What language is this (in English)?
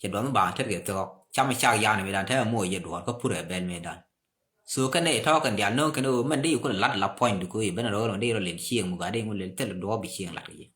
Nuer